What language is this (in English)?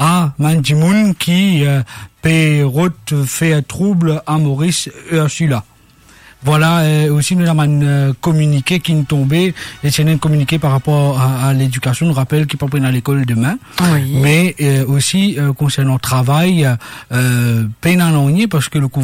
Morisyen